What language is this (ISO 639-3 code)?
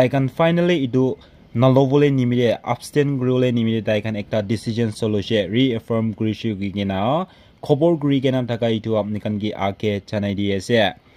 nag